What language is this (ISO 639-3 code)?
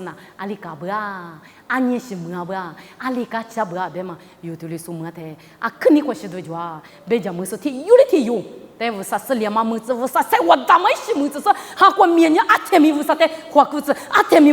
lis